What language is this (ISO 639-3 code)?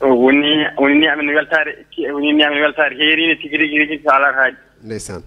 ful